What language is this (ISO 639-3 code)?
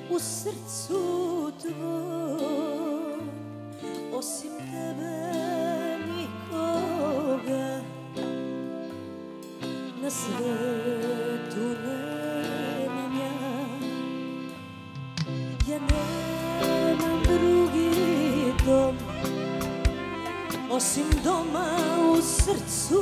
srp